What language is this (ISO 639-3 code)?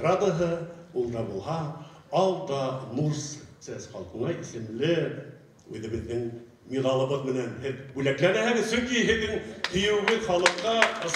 bak